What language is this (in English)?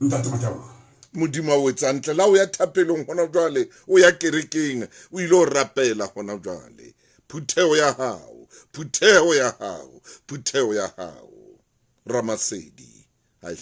Southern Sotho